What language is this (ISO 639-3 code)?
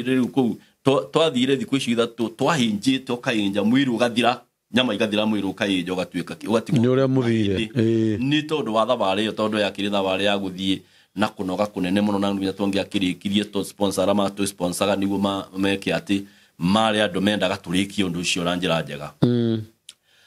kik